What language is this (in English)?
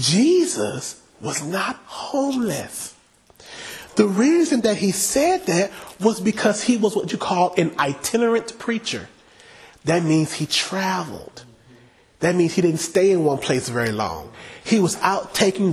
English